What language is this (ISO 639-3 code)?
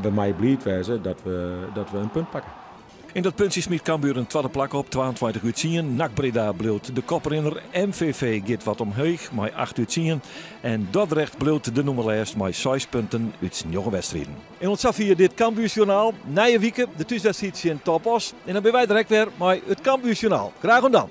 fry